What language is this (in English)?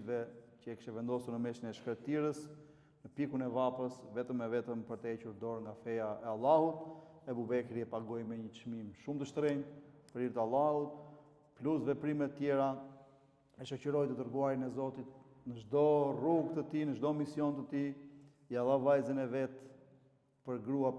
Albanian